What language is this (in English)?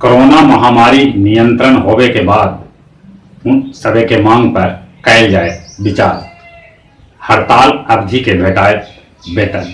Magahi